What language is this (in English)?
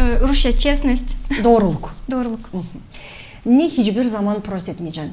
Gagauz